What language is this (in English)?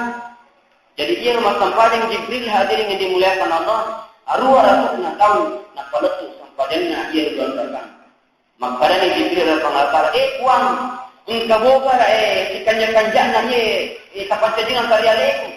Buginese